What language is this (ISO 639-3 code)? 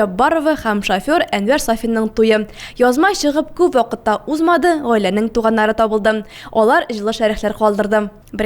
tat